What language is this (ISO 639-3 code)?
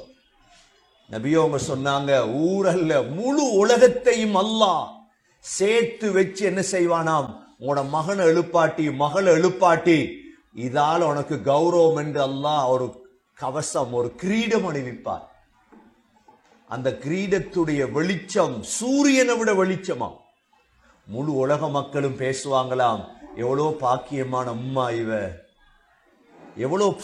tam